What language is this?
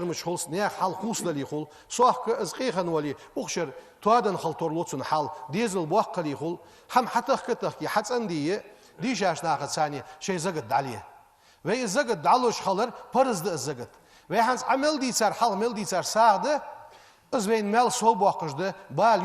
Ingush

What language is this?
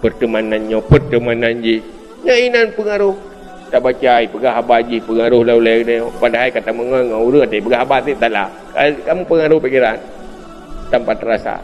Achinese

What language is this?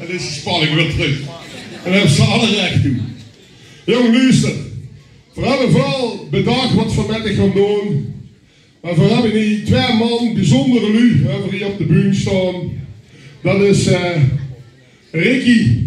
Limburgish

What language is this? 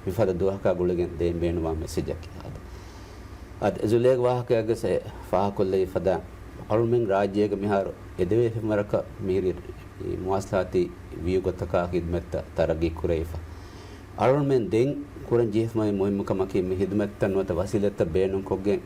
Divehi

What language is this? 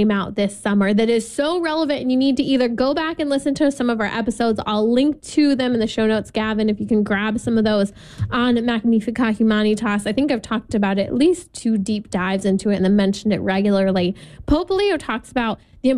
English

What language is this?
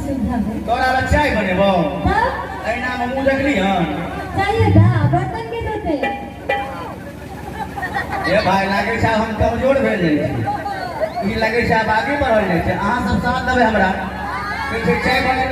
Maithili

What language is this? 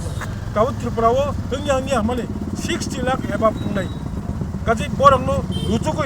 Kok Borok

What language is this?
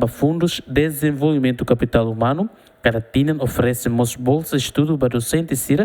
Tetum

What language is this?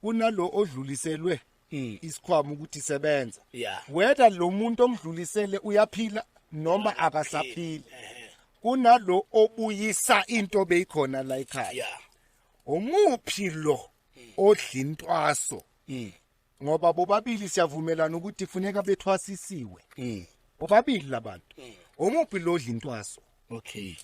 Zulu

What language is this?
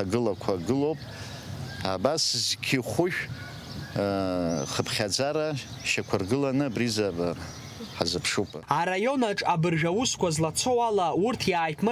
Abkhazian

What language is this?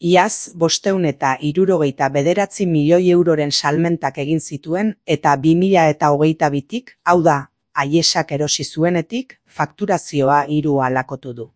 Basque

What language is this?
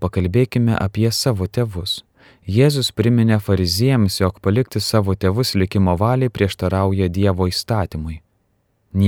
Lithuanian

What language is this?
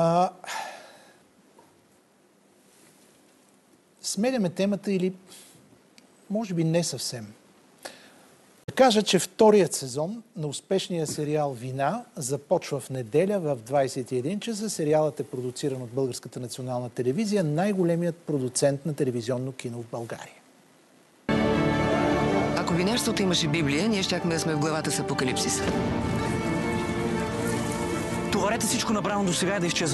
Bulgarian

